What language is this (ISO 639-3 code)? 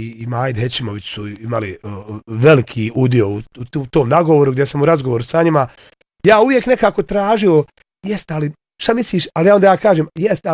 bos